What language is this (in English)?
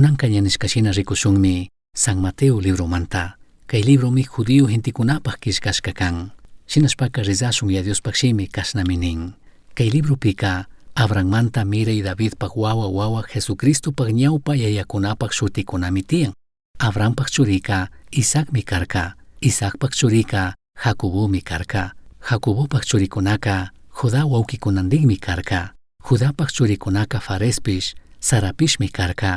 Chimborazo Highland Quichua